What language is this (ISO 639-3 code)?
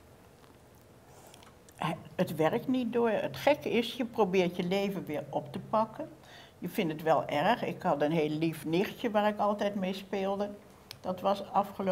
nld